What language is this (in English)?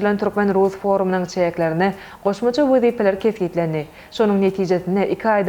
Turkmen